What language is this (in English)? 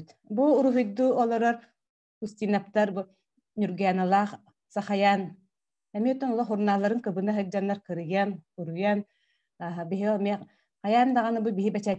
Yakut